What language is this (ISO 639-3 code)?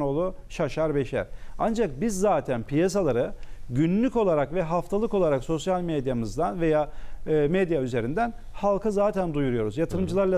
tur